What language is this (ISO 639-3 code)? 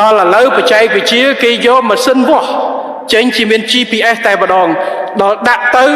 khm